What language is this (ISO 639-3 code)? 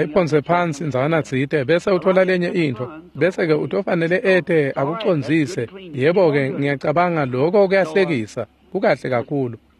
ssw